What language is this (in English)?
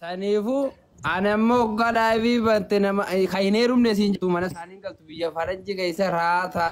Oromo